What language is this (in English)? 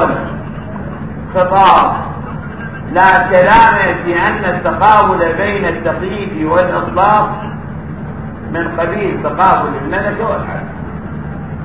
Arabic